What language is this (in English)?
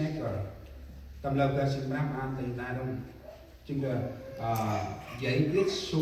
Central Mnong